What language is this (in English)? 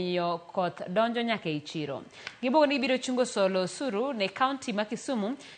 Luo (Kenya and Tanzania)